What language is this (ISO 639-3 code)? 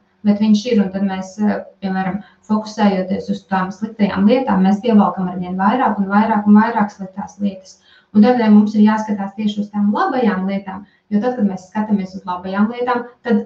lav